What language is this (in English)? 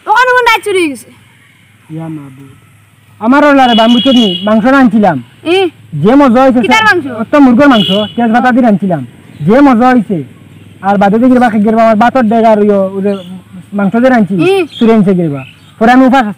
Sylheti